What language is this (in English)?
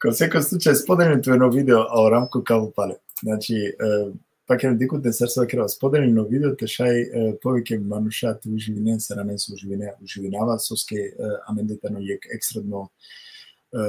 Balkan Romani